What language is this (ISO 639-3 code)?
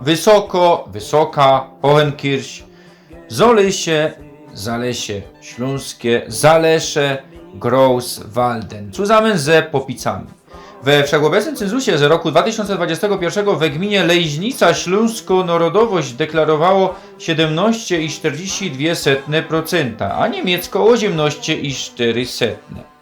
szl